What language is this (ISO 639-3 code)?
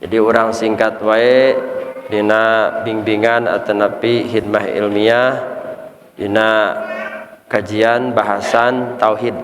sun